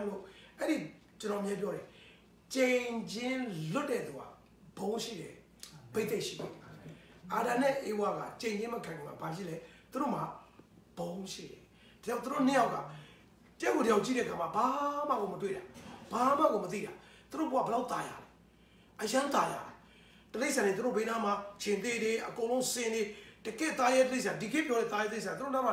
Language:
Burmese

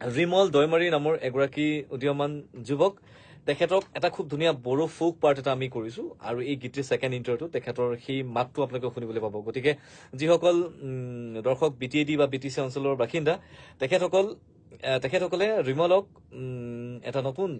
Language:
Assamese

